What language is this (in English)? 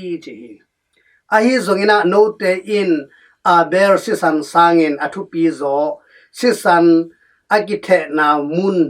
Tedim Chin